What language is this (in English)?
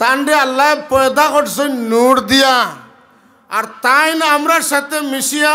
Sylheti